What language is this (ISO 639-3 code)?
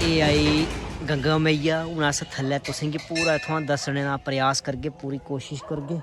doi